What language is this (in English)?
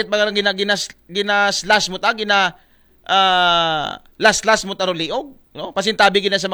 Aklanon